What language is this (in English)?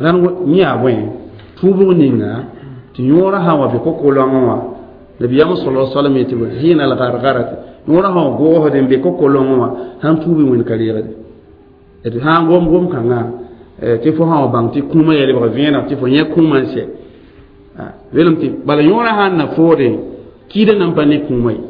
Mossi